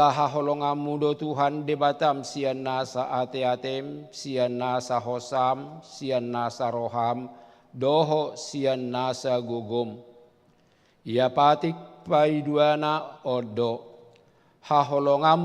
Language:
Batak Toba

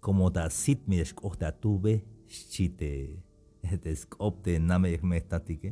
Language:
Tzeltal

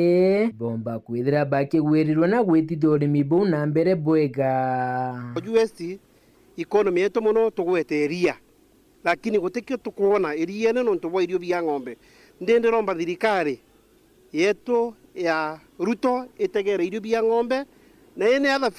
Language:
Meru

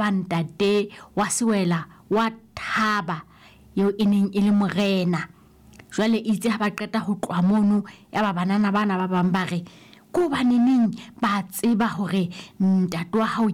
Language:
Southern Sotho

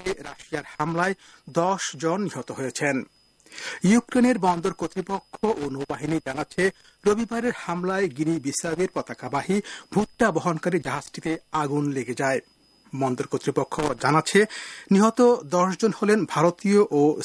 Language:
Bangla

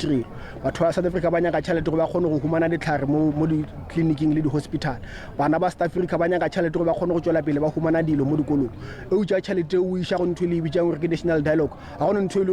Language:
Northern Sotho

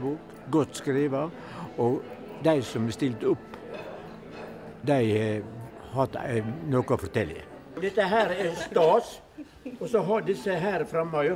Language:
Norwegian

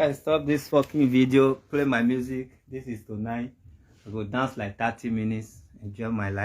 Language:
Nigerian Pidgin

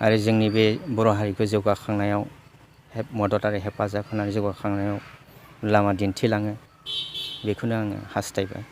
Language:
Bodo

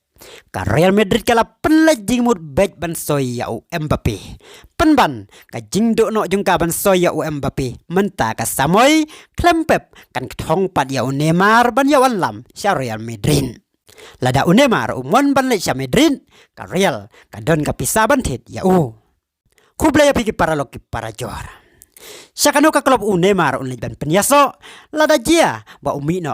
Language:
Khasi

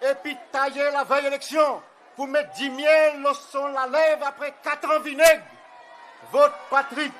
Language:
Seselwa Creole French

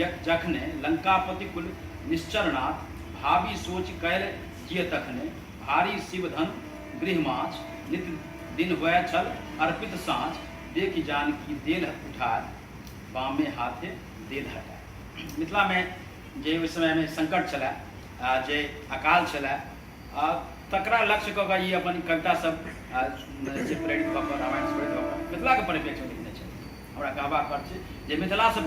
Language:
Maithili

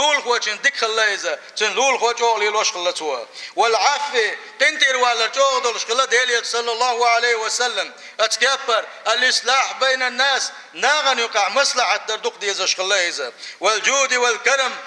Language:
Chechen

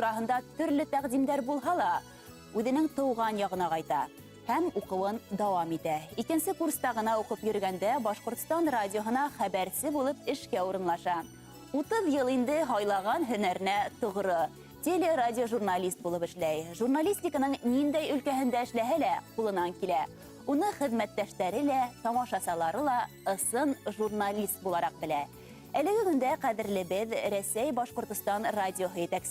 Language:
Bashkir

